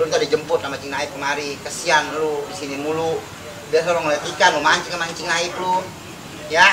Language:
Betawi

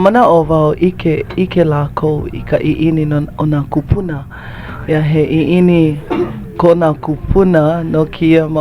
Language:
Hawaiian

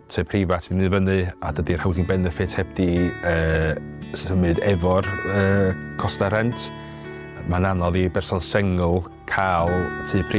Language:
Welsh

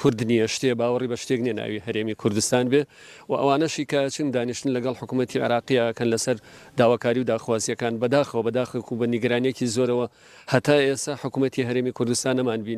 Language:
Central Kurdish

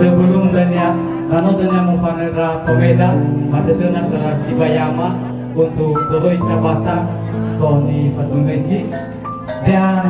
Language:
Nias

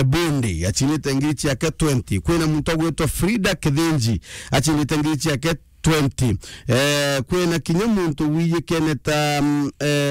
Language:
Meru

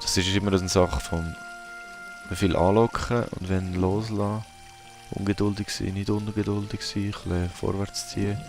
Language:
Swiss German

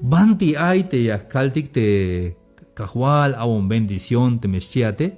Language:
Tzeltal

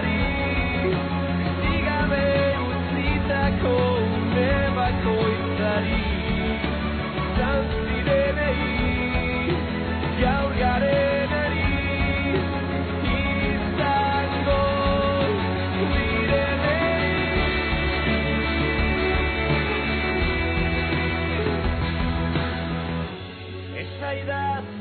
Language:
Basque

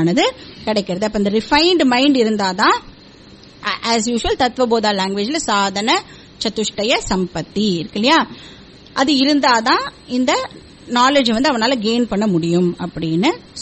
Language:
Tamil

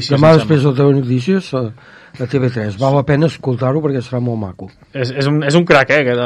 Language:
Catalan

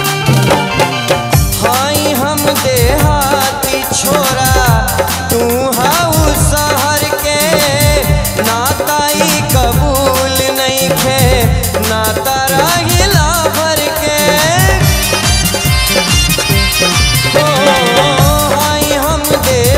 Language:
Bhojpuri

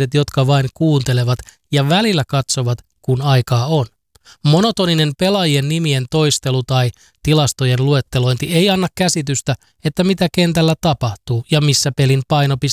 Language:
Finnish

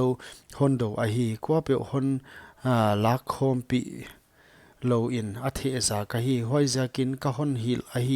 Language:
Paite Chin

